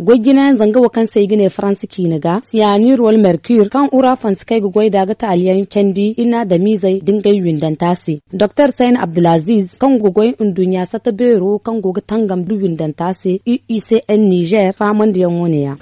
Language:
Zarma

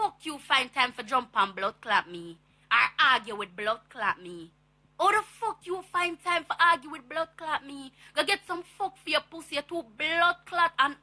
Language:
Jamaican Creole English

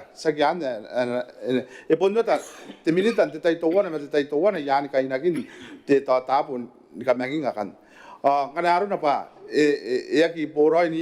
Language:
Gilbertese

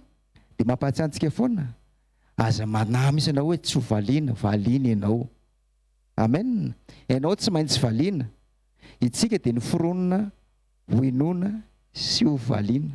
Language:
Malagasy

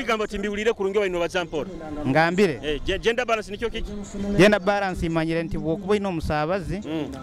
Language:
Nyoro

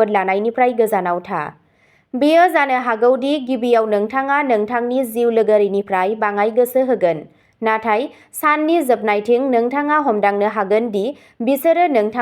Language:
Bodo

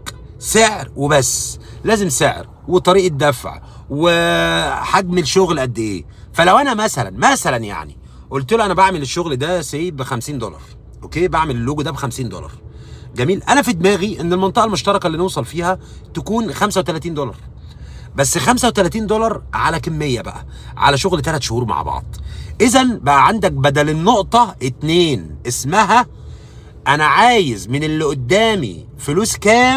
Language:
Egyptian Arabic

